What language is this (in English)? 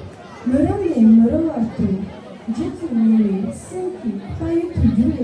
Tibetan